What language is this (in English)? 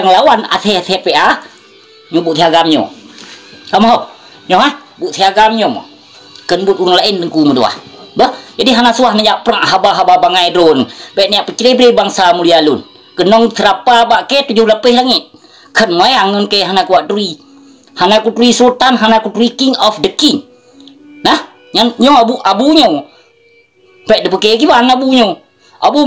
Achinese